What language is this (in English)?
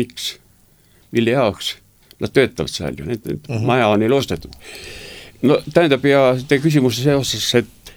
Estonian